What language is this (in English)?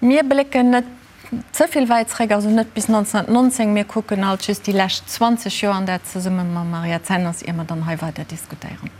Luxembourgish